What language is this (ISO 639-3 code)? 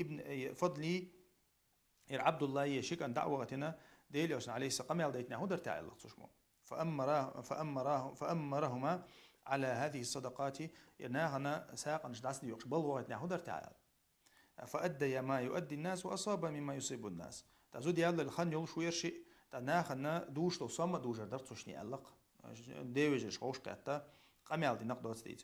che